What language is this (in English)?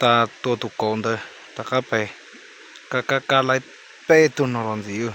Hmong